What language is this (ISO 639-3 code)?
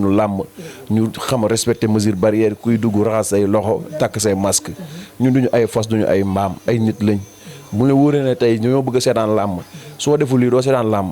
wol